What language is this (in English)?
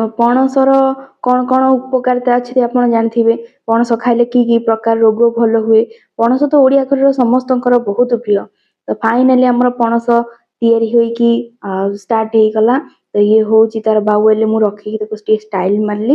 Odia